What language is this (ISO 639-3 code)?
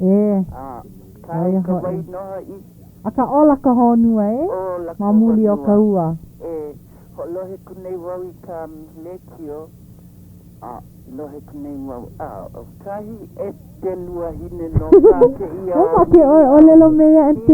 haw